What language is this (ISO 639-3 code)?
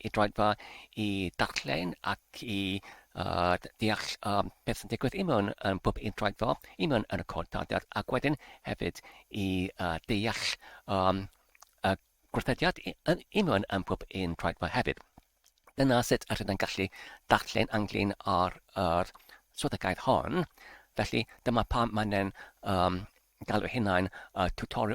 cym